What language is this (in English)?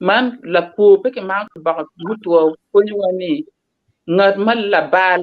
Acoli